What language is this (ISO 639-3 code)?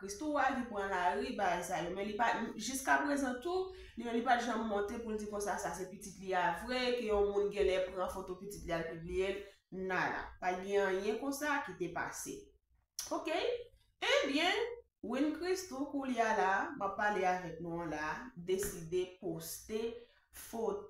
hat